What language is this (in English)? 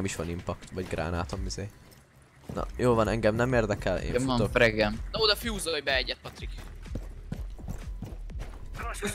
Hungarian